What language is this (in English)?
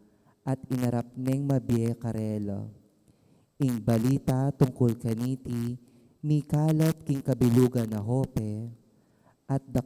Pampanga